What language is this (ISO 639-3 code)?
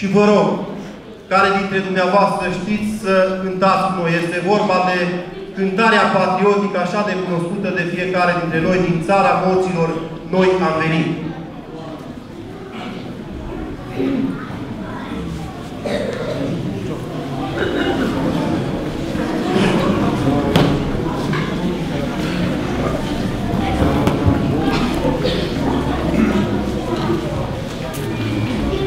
ron